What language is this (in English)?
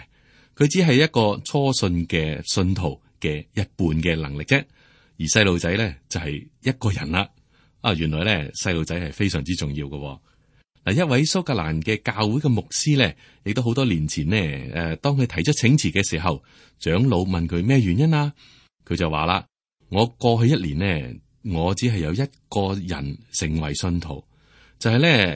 Cantonese